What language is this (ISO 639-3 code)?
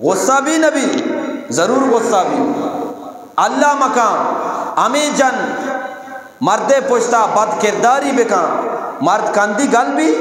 bgp